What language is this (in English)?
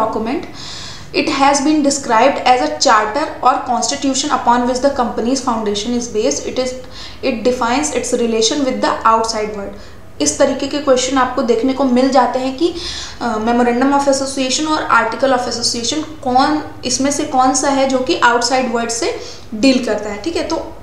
Hindi